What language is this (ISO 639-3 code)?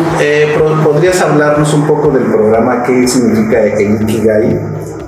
spa